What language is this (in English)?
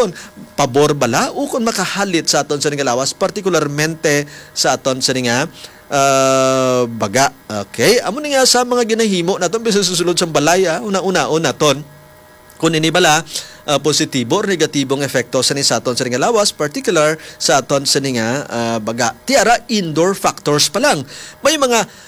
Hiligaynon